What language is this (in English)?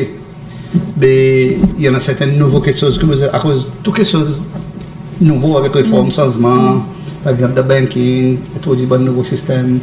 Seselwa Creole French